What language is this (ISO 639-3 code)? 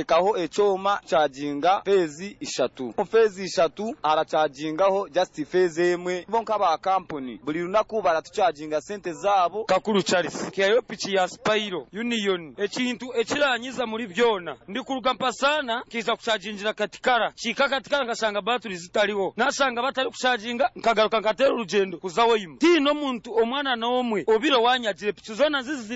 nyo